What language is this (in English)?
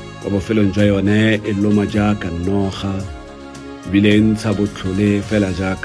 Tswana